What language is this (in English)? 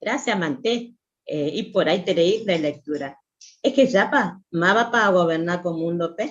Guarani